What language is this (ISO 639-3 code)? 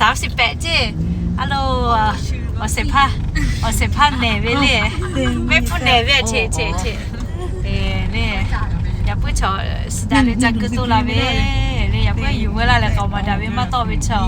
lhu